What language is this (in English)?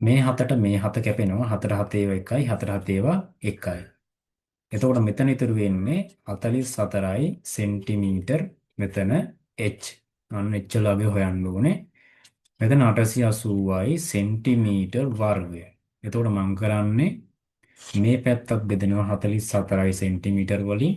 Sinhala